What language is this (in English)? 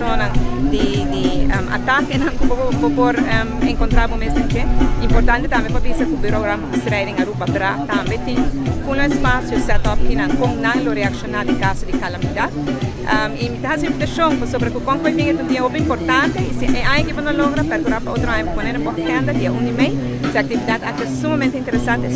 Papiamento